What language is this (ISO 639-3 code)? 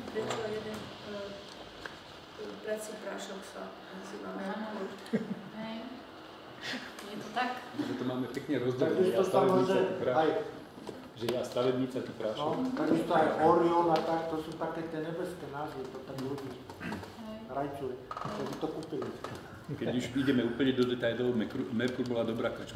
slk